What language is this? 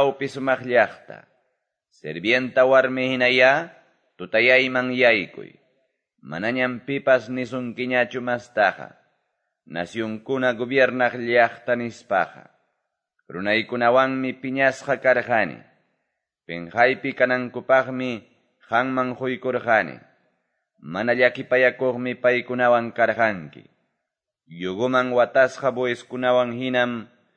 Quechua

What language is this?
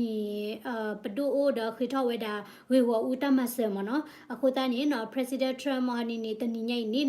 S'gaw Karen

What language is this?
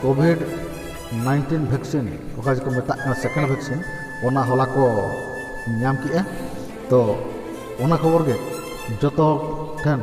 Santali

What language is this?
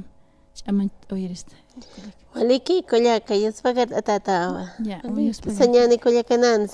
Aymara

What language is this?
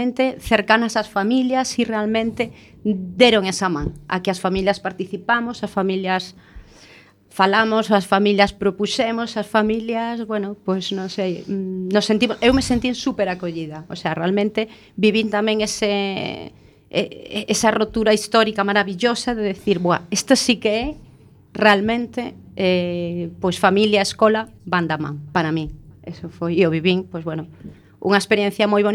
Galician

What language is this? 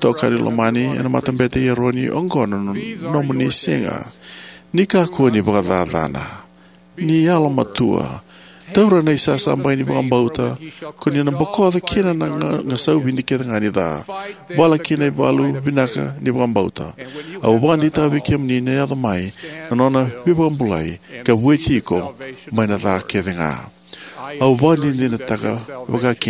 Fijian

